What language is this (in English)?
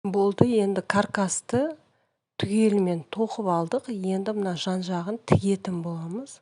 Kazakh